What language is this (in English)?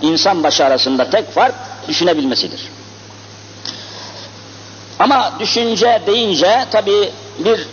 Turkish